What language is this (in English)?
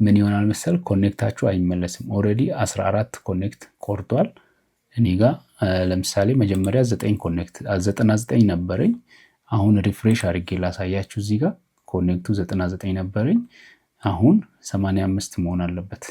Amharic